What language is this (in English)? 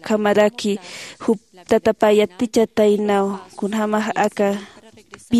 Aymara